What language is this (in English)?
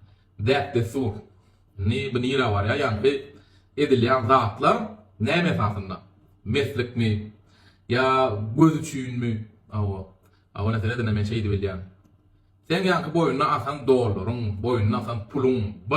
Turkmen